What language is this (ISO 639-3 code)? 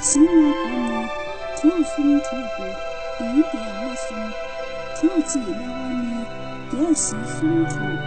bod